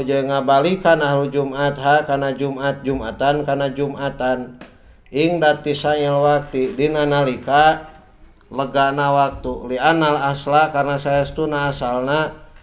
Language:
Sundanese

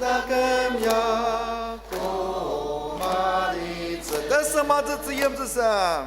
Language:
Ao Naga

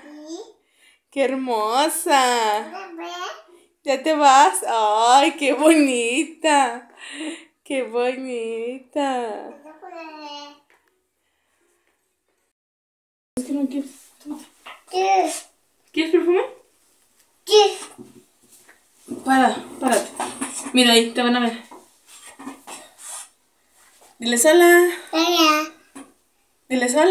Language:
Spanish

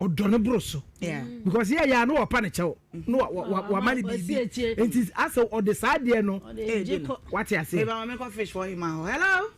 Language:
Akan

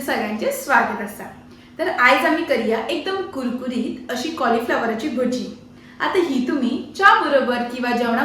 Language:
Konkani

